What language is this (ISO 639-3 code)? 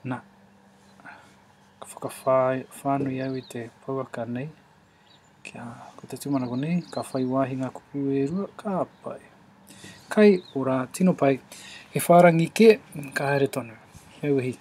mri